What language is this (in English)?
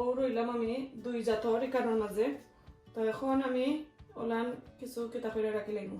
Sylheti